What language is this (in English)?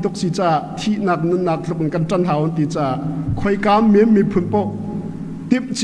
Hakha Chin